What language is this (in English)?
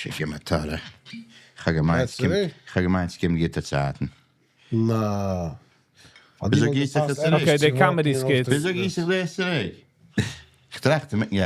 Yiddish